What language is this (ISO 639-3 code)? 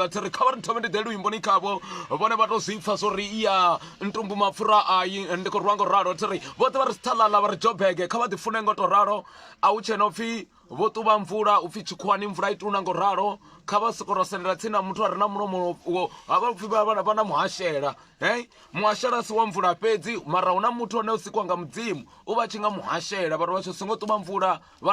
ven